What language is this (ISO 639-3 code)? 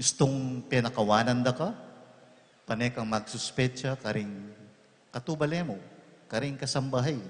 pam